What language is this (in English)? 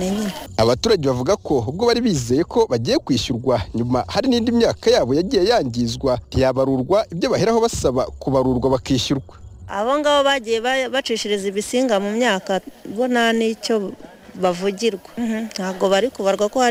Kinyarwanda